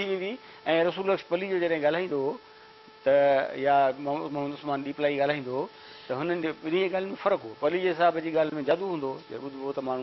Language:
Sindhi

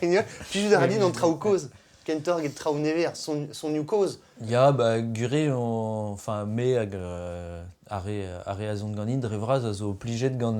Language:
Breton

